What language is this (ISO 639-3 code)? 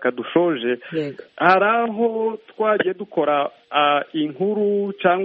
kin